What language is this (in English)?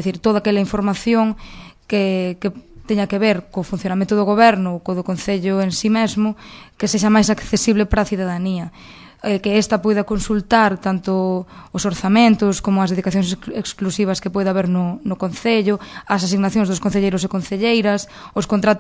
Galician